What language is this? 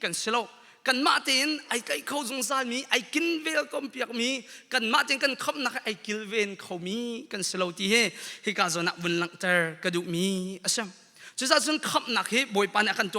Hakha Chin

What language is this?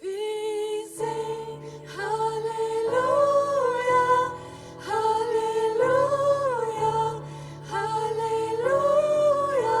Plautdietsch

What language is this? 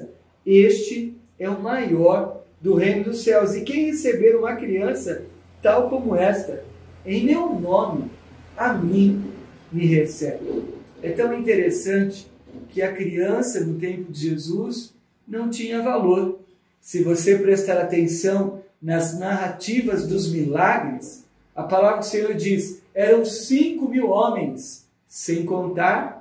Portuguese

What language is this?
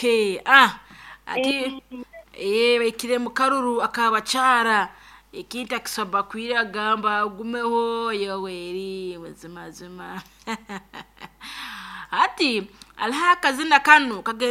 Nyoro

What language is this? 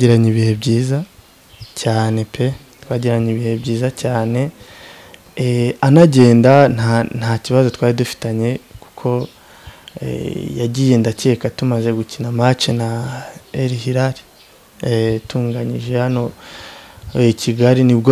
Kinyarwanda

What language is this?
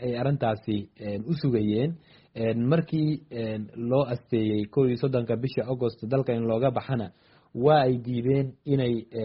Somali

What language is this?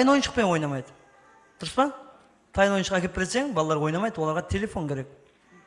Kara-Kalpak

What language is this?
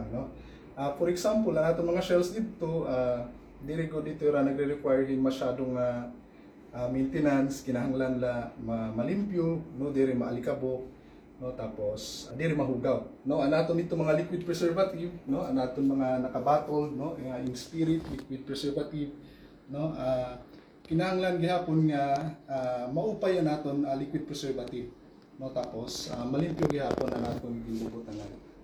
Waray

